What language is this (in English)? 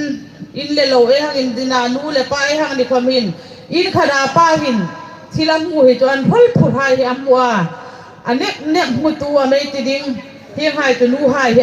Hmar